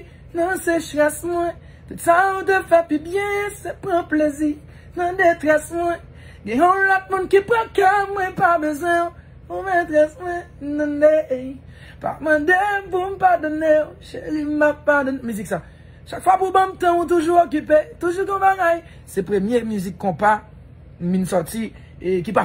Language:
Haitian Creole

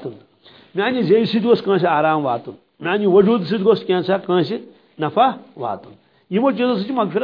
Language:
Kashmiri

